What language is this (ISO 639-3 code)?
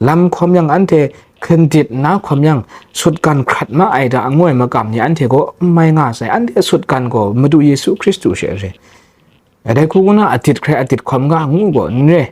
kac